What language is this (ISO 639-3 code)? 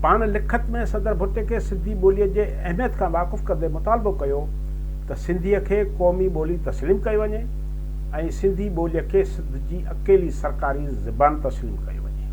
snd